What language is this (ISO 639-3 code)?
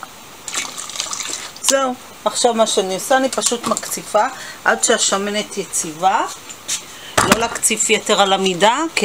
heb